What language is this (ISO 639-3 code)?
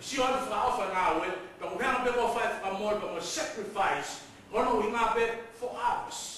ton